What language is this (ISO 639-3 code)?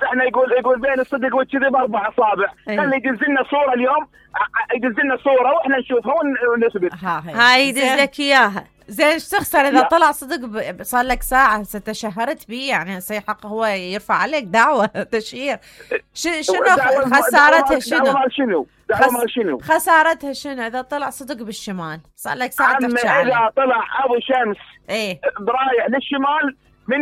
acm